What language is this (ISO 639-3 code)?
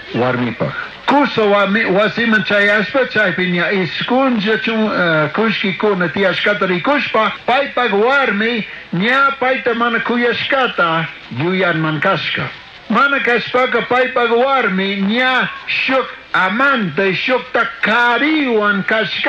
qug